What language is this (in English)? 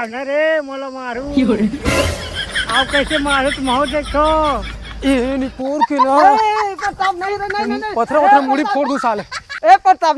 Chhattisgarhi